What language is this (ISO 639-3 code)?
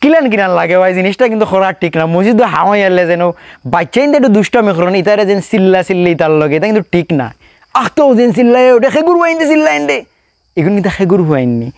syl